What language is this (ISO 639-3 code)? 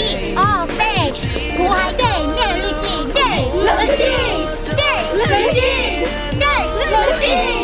hmn